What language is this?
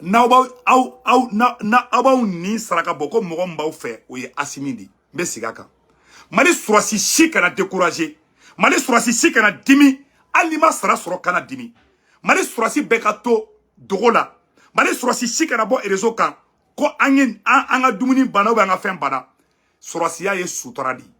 Bambara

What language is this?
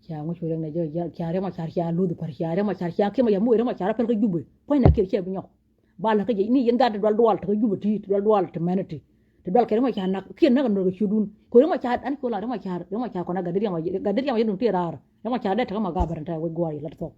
Nuer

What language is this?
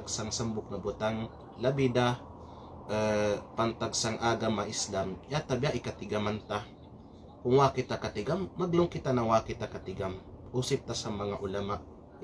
Kalagan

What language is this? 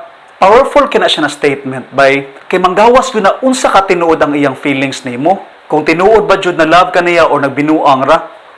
Cebuano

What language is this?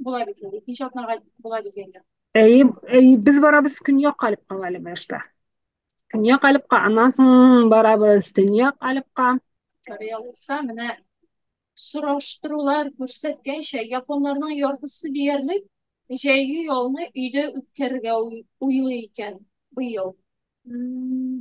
Tatar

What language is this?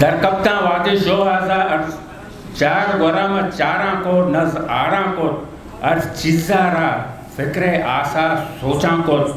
Eastern Balochi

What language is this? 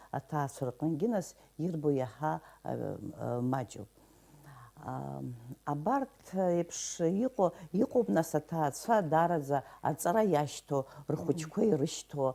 Abkhazian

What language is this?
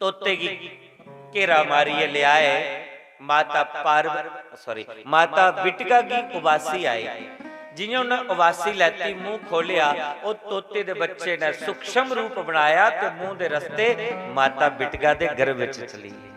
Dogri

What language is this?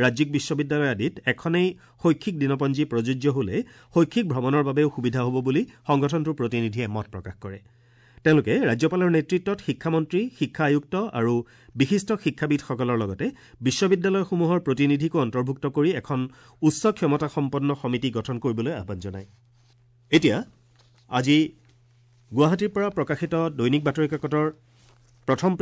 Assamese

